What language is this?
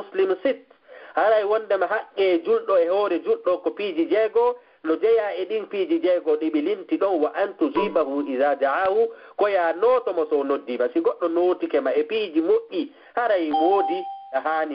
Fula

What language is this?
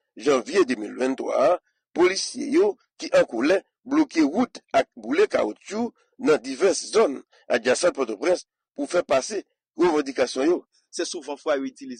Haitian Creole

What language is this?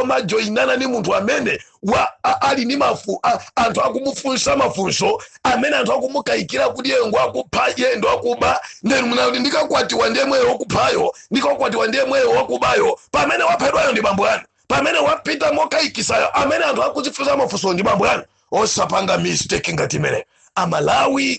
Nyanja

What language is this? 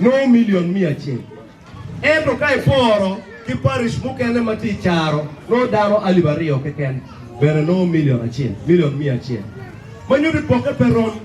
Acoli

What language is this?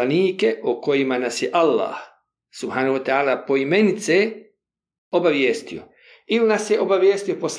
Bosnian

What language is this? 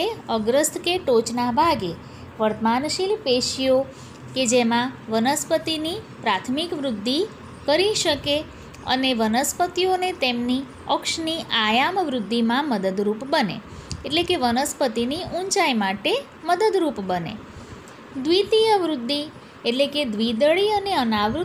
Gujarati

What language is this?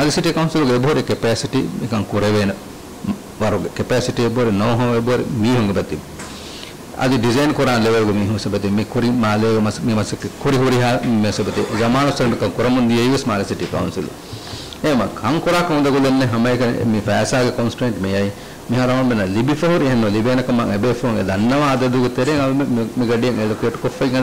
Divehi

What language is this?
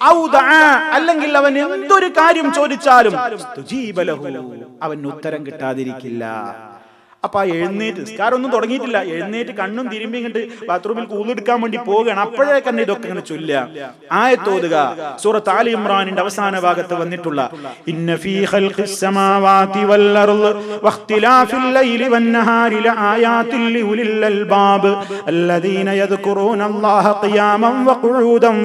Malayalam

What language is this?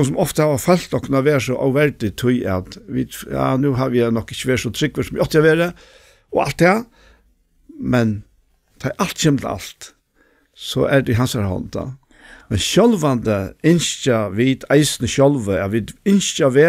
Faroese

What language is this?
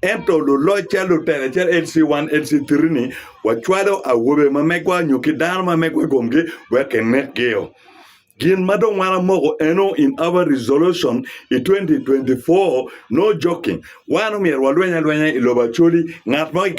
Acoli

